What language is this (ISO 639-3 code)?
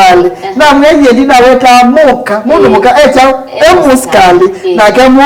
kam